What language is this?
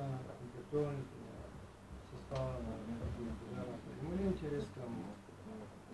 Bulgarian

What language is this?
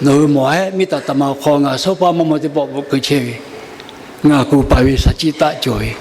Lahu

